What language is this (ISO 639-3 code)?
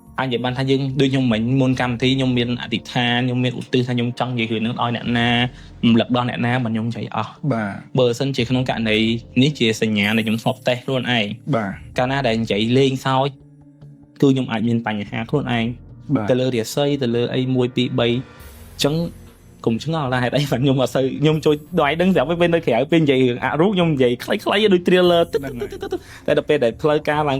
khm